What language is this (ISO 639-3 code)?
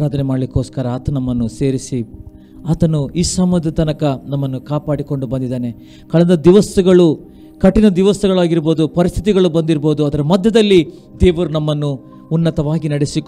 kan